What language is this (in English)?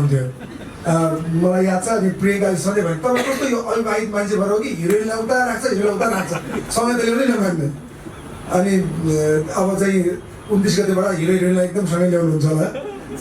Nepali